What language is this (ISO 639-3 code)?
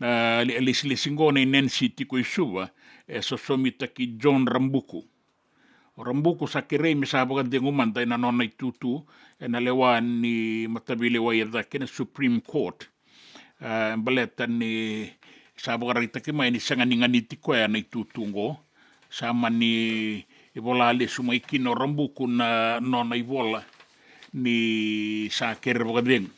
fij